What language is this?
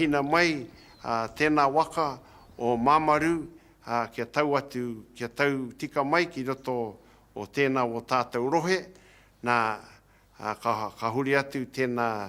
Māori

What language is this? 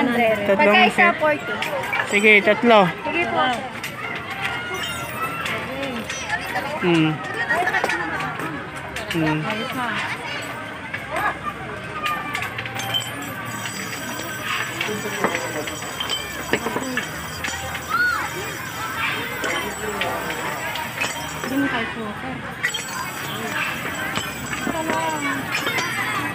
Filipino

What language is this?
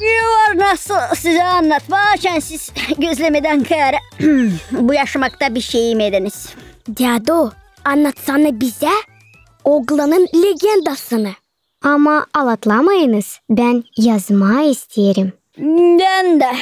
Gagauz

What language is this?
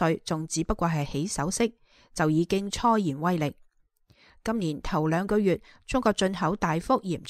Cantonese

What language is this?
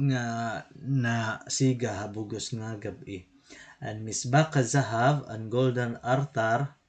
Waray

